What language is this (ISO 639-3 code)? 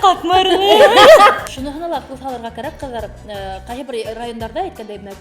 bak